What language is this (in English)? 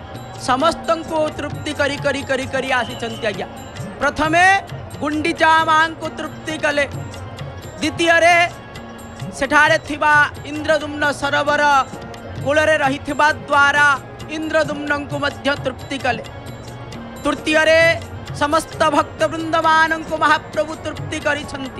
Odia